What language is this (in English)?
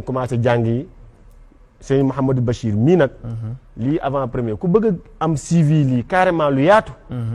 Wolof